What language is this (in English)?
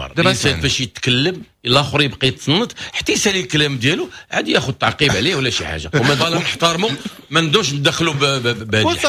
Moroccan Arabic